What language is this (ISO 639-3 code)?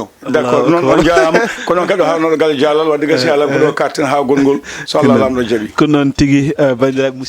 ful